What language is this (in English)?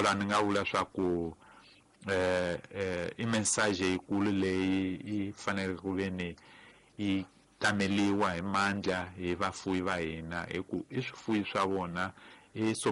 Tsonga